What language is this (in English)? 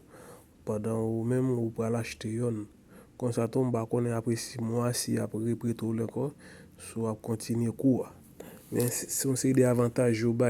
Haitian Creole